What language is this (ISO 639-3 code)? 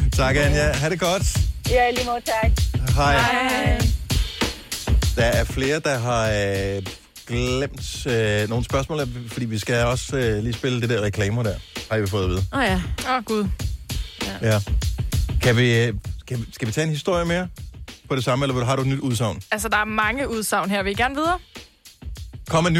dan